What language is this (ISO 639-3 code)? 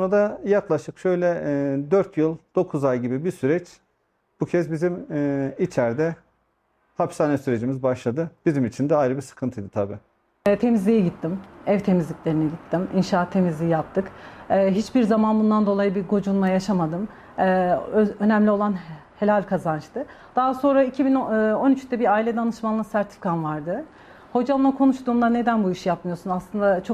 tur